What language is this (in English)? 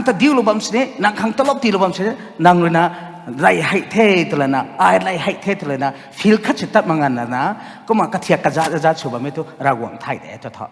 Rongmei Naga